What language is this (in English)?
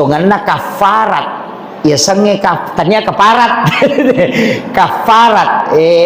Buginese